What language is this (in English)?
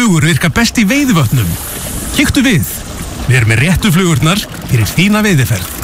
Icelandic